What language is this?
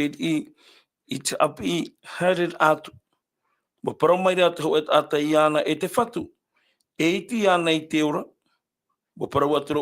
Tahitian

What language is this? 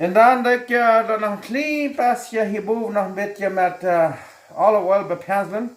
Plautdietsch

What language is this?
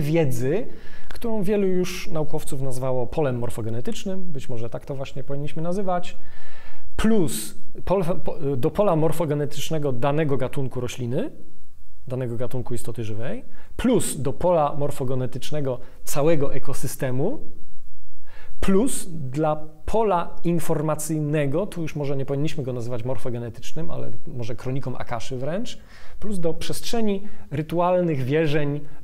Polish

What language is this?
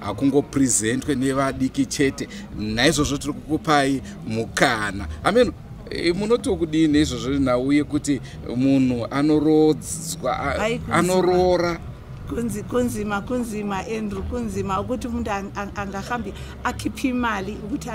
Shona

